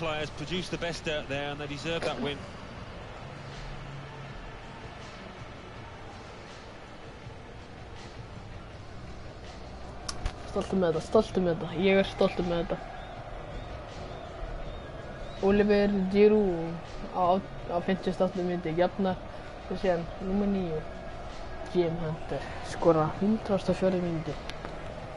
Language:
Icelandic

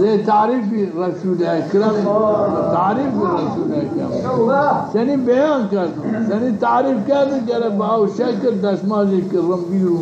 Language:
Zaza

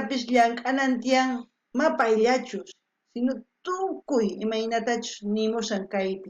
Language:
South Bolivian Quechua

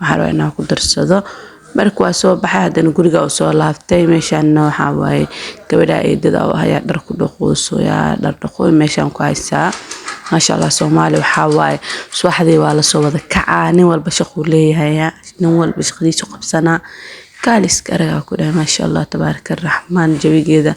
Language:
Somali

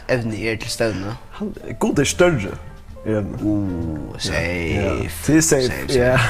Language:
Faroese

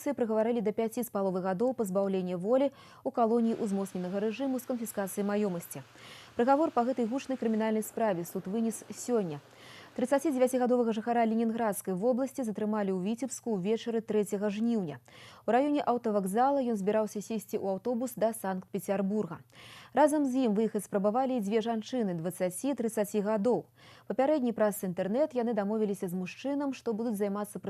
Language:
Belarusian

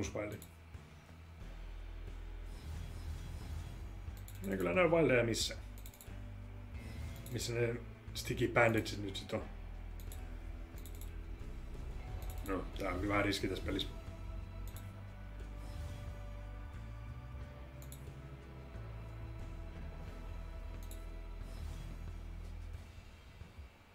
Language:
Finnish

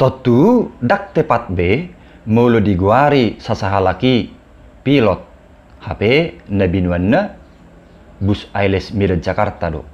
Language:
Batak Toba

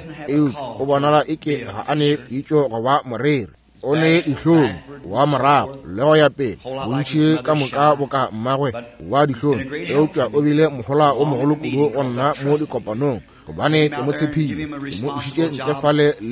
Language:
Northern Sotho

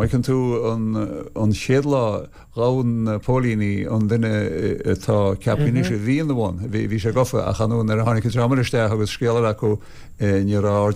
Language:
Irish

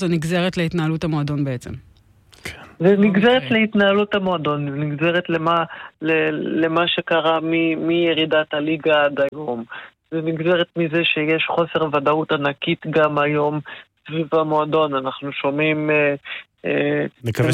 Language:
Hebrew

